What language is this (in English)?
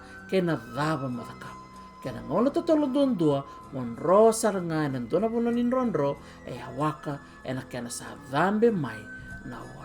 Fijian